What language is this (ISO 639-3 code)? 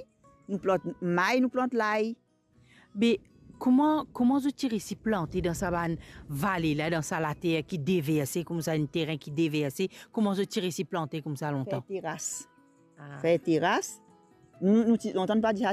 mfe